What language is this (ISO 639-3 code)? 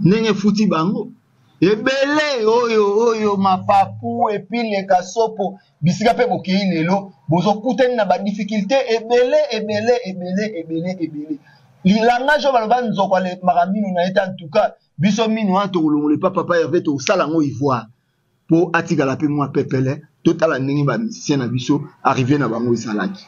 lin